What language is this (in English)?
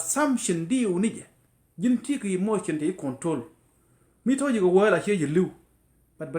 Nuer